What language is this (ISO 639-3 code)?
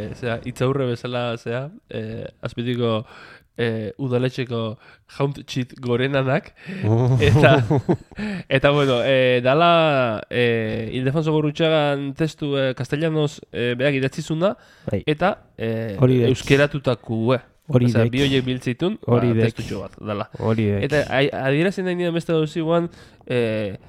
eus